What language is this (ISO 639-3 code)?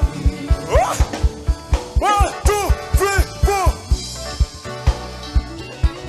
kin